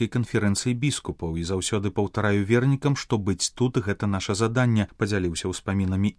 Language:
Belarusian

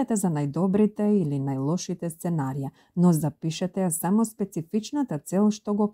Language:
Macedonian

